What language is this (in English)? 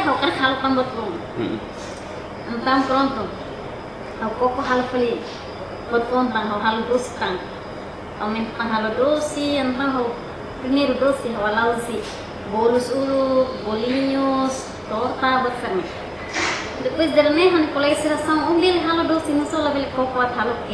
Tetum